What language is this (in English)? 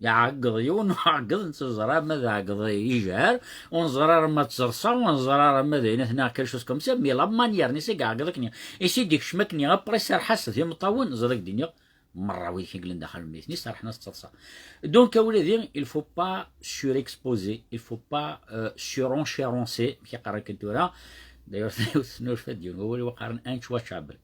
Kabyle